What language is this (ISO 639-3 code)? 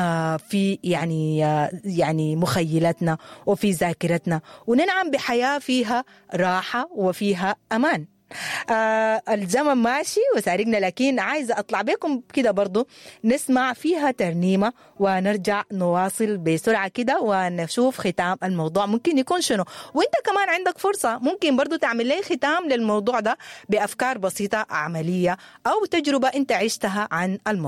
apd